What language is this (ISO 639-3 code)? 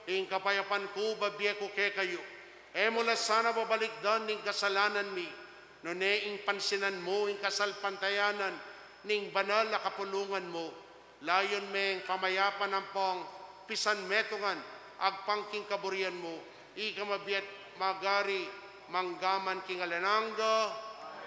pam